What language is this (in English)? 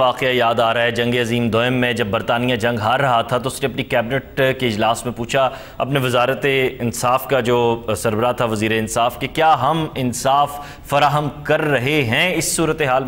Urdu